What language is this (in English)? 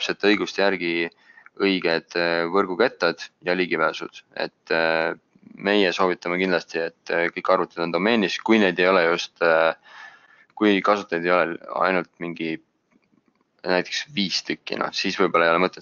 Estonian